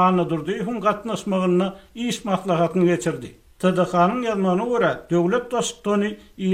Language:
Turkmen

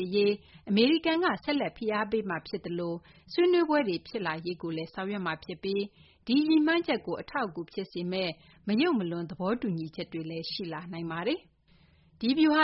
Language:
Burmese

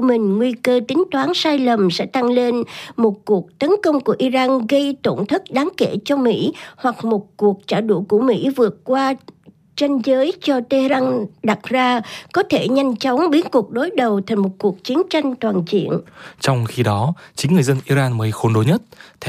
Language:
Vietnamese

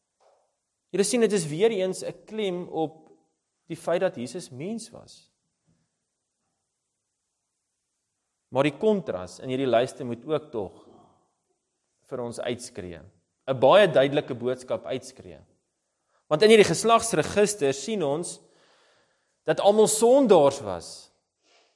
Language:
Afrikaans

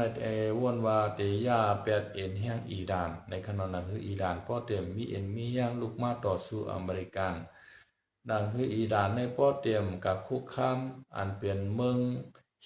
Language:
Shan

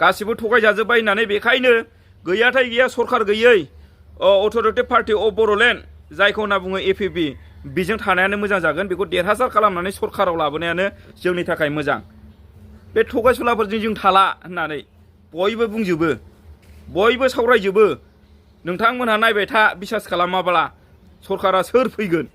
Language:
Bodo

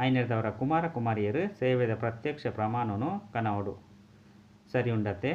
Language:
Tulu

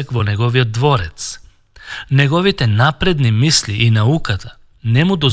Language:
Macedonian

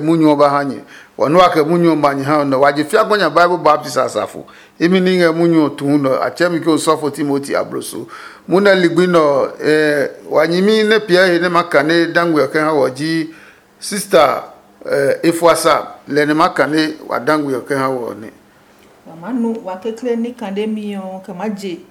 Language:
Adangme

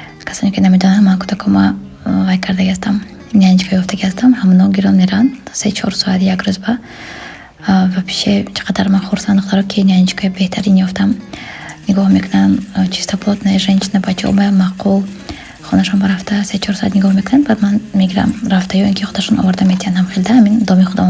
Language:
Tajik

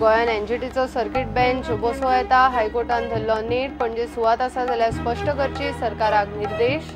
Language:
Konkani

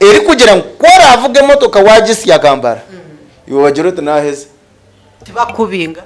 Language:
Nyankole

